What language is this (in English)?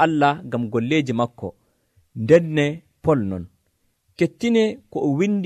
Nigerian Fulfulde